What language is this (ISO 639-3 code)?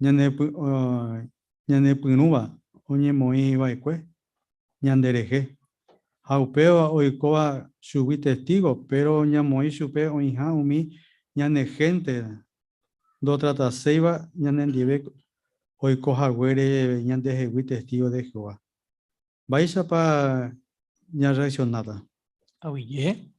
grn